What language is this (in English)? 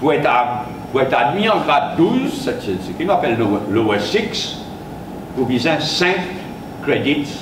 Morisyen